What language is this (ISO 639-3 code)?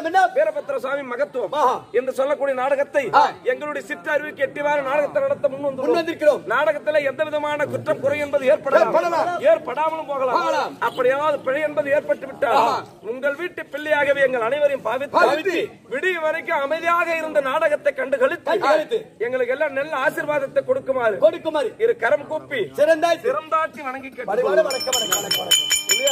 tam